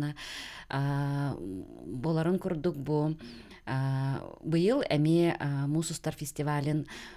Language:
Yakut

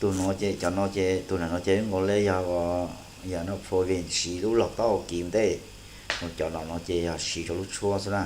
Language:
Hmong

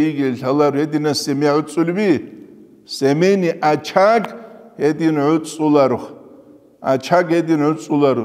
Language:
Avaric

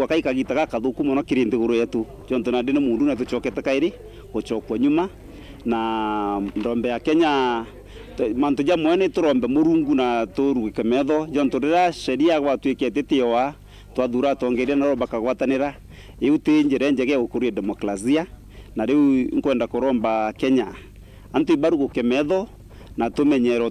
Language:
Meru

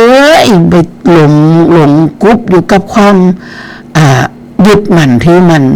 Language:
Northeastern Thai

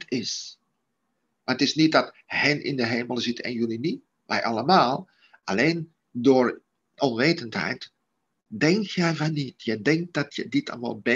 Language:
Dutch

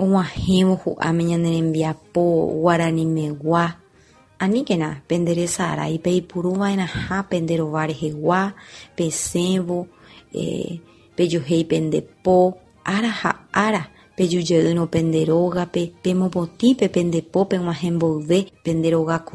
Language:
Guarani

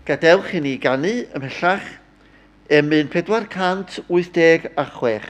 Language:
Welsh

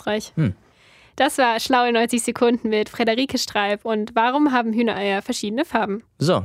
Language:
German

